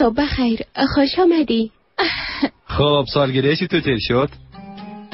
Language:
Persian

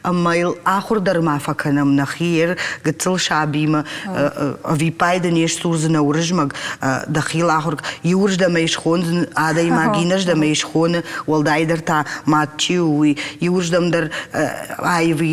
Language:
Ossetic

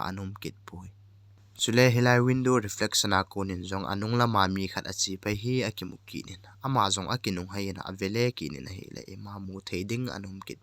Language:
Thado Chin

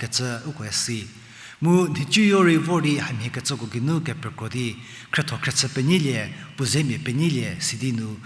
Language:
Angami Naga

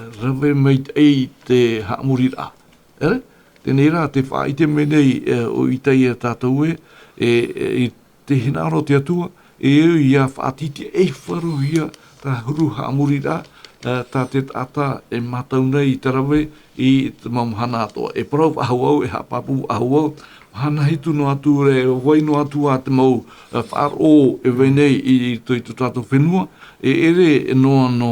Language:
Tahitian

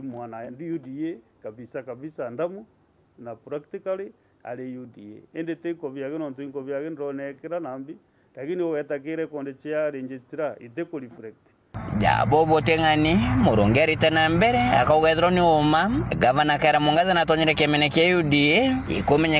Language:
Meru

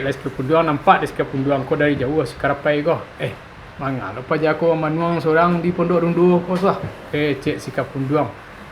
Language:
Minangkabau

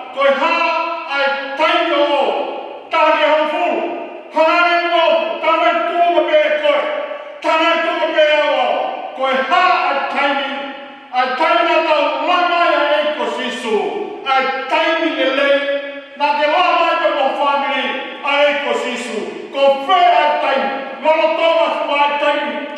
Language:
Tongan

